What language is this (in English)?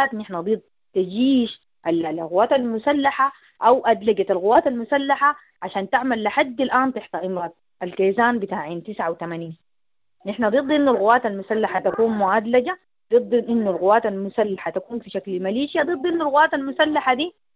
Sudanese Arabic